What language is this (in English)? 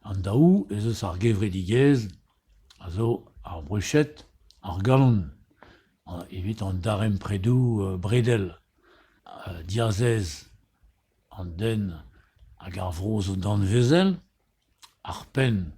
Breton